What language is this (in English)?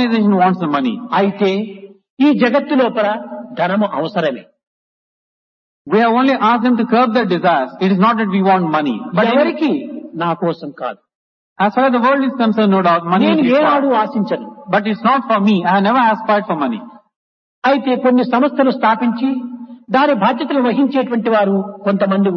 Telugu